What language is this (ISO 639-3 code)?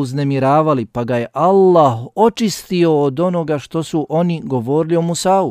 bos